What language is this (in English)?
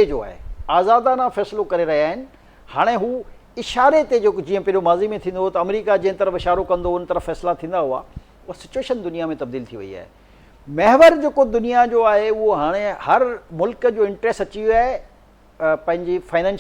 Sindhi